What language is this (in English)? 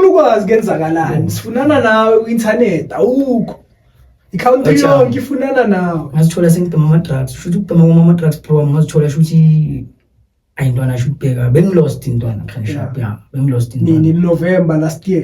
Zulu